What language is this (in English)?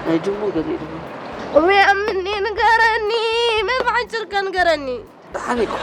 Tigrinya